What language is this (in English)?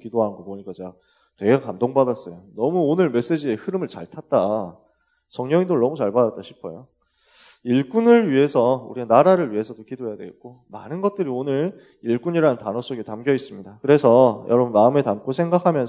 Korean